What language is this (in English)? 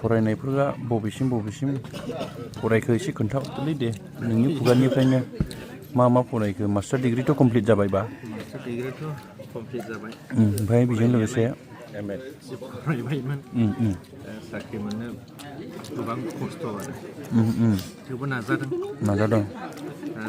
Bodo